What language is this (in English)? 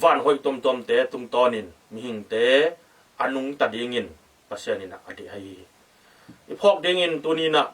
Tedim Chin